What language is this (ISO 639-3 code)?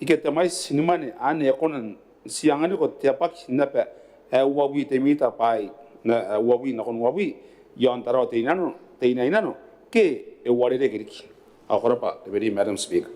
gil